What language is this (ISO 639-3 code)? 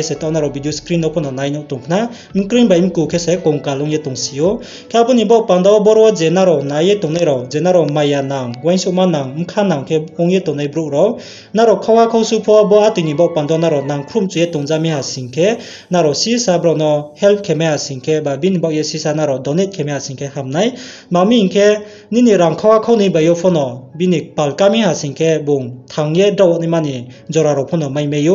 ria